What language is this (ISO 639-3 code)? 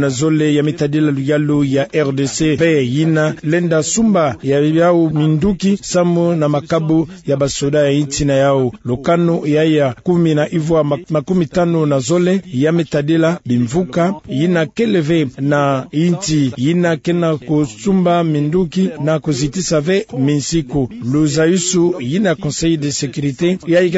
ktu